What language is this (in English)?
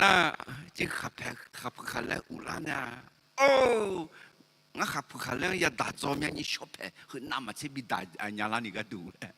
Akha